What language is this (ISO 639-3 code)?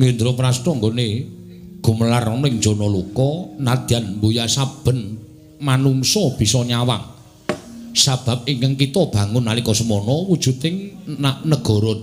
jav